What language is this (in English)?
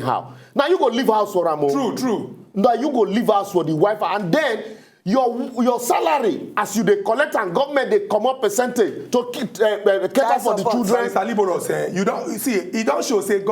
Nigerian Pidgin